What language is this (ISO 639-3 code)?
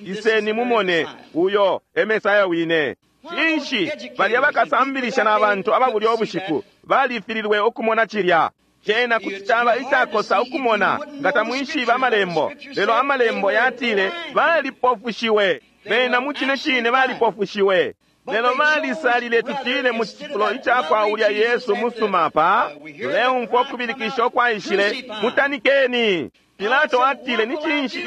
bem